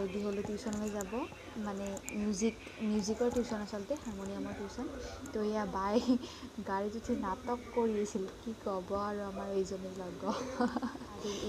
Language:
Assamese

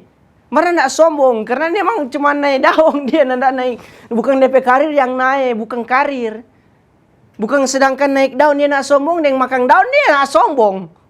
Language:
Manado Malay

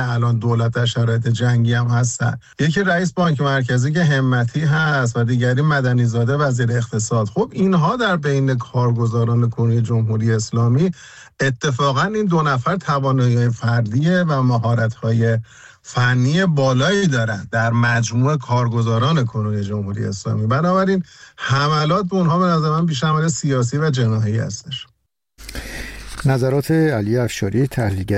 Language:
Persian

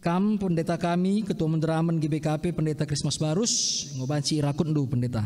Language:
Batak Karo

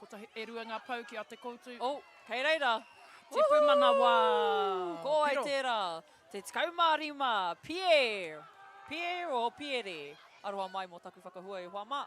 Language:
Māori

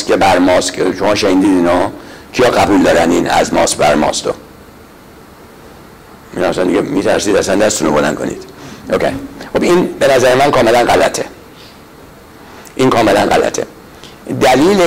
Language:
Persian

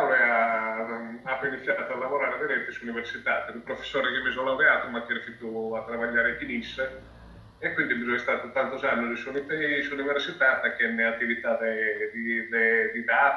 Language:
Sardinian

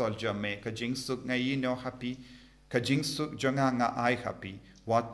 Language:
Khasi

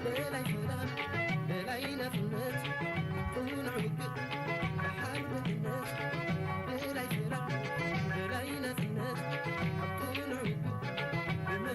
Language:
Tigrinya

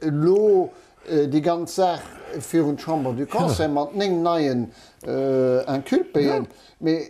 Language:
Luxembourgish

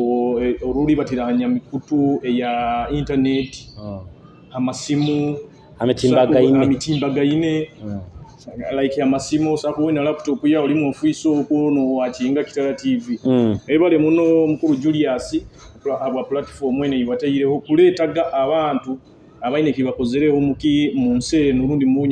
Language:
Nyoro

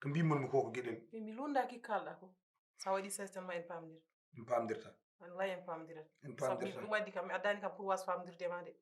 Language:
Fula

